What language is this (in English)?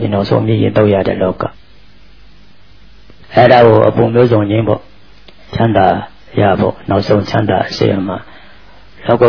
Burmese